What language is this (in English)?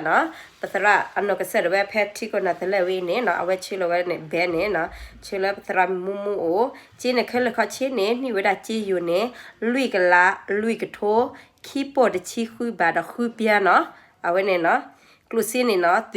S'gaw Karen